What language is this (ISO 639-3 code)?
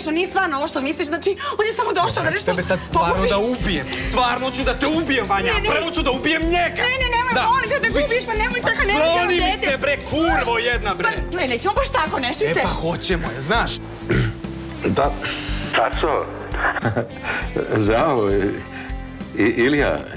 srp